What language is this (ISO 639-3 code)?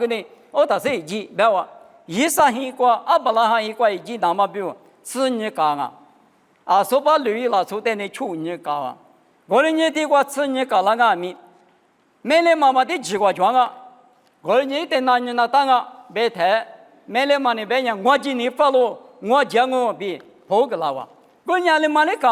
lis